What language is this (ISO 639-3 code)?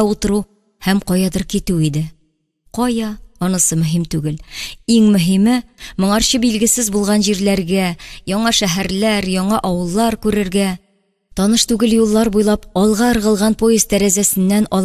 tat